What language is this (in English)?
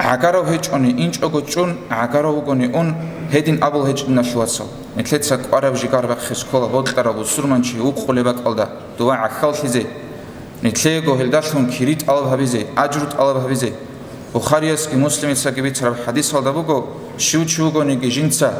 Avaric